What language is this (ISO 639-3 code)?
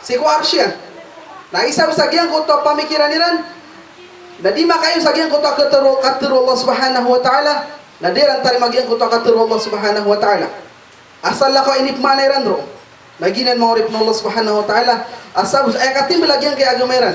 mrw